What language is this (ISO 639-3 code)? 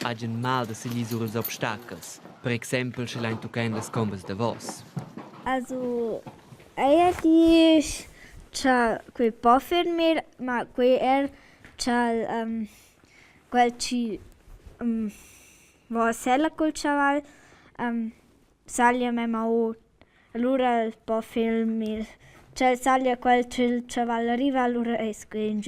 roh